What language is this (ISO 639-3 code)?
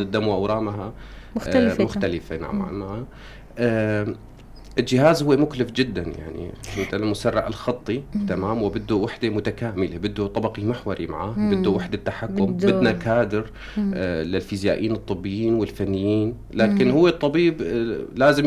apc